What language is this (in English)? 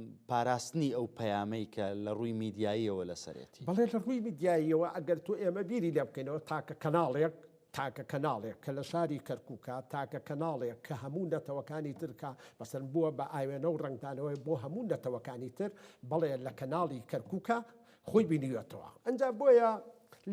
Central Kurdish